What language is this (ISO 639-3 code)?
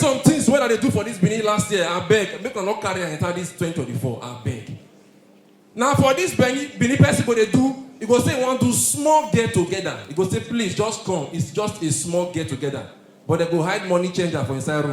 pcm